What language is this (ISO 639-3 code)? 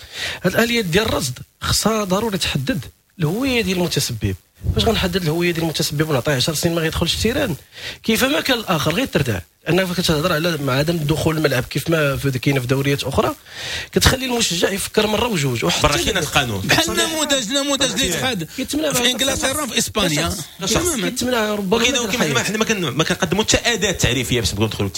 ary